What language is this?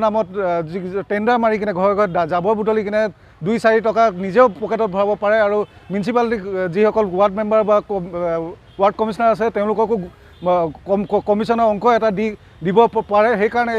Assamese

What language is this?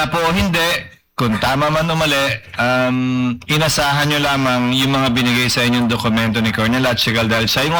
Filipino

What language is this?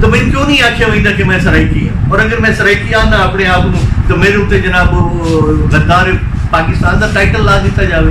Saraiki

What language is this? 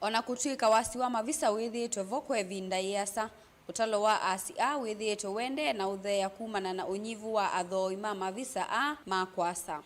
Kamba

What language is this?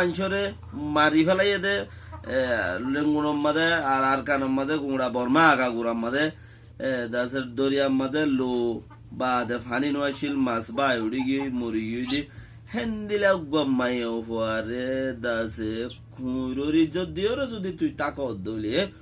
Rohingya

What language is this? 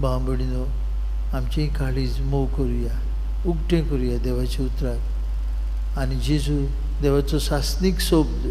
Konkani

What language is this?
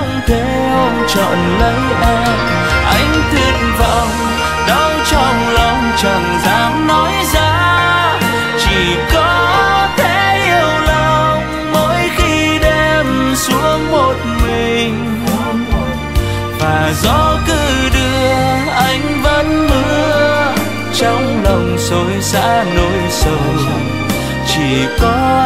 Vietnamese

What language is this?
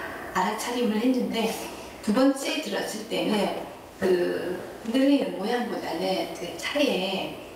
Korean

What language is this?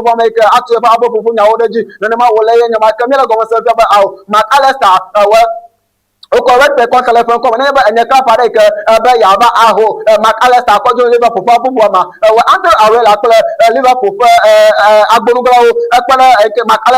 Ewe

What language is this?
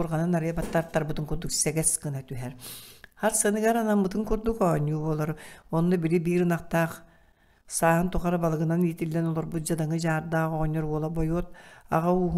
Yakut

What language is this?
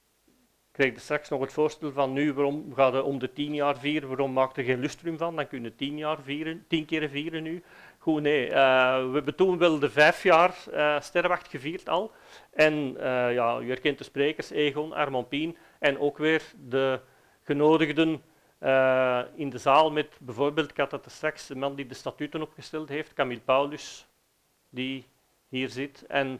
Dutch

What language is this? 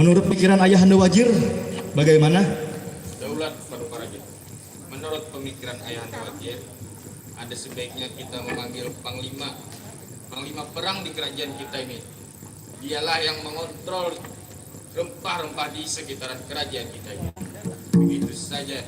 Banjar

